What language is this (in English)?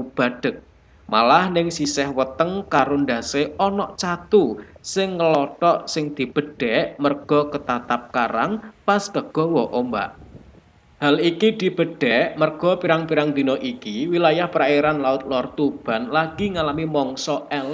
Javanese